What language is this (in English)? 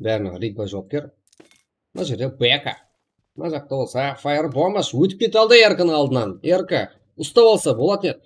Kara-Kalpak